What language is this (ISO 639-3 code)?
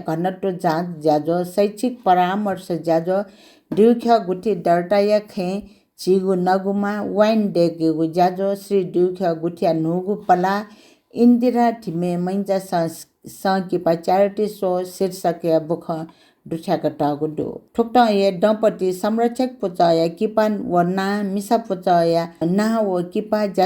new